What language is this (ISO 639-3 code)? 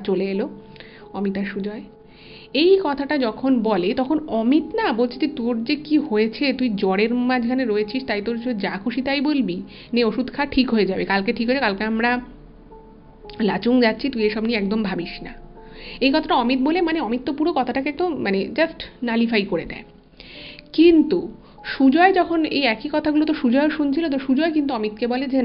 ben